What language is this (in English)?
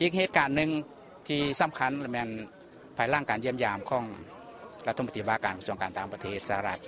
Lao